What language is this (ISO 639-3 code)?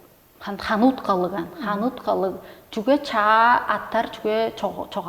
tyv